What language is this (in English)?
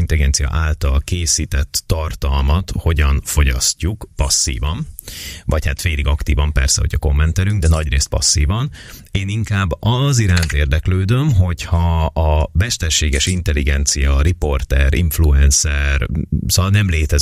Hungarian